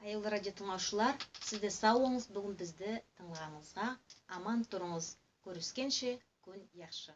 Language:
Nogai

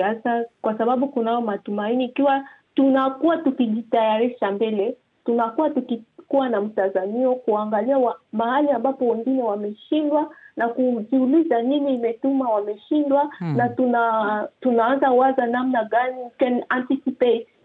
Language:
Swahili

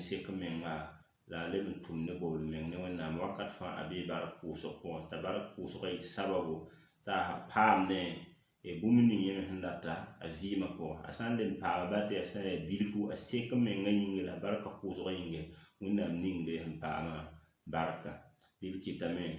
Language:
Mossi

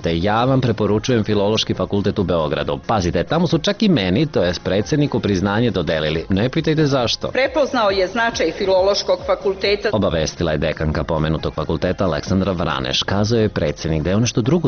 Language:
Serbian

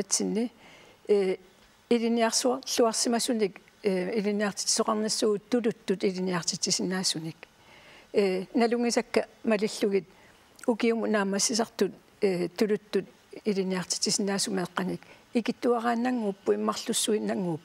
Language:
Kalaallisut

